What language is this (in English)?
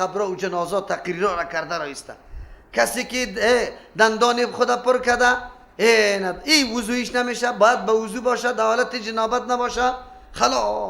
Persian